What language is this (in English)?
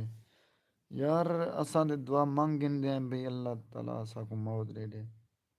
Saraiki